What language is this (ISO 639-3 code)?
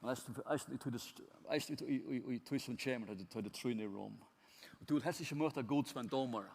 fao